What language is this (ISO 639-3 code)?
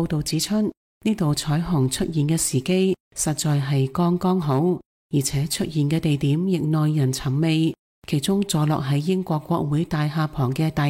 yue